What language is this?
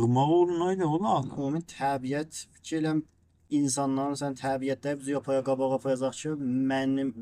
South Azerbaijani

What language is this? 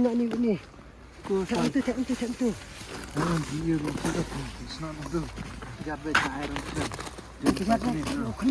Khasi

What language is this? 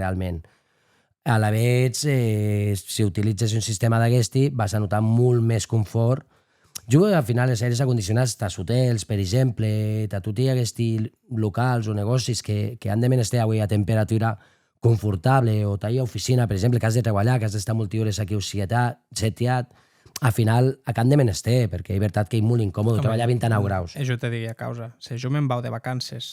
Occitan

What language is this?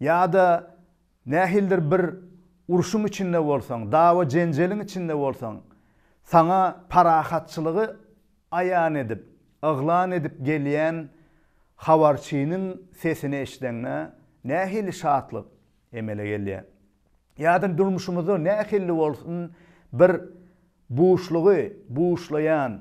Turkmen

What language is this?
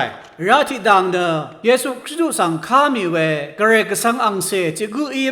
Rawang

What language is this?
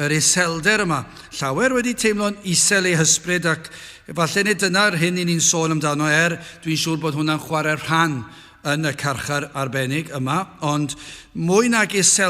Welsh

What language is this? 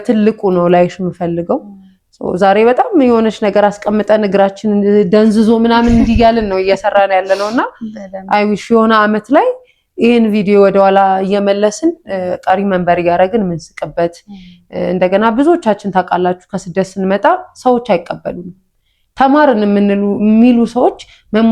Amharic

